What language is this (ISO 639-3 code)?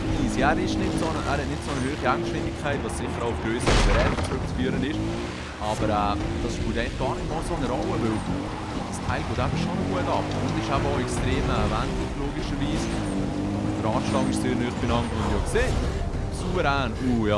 gsw